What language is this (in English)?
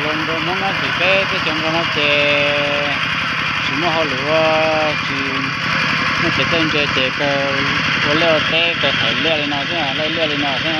Hmong